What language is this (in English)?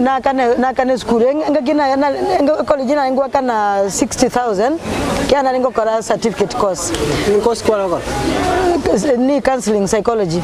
Gusii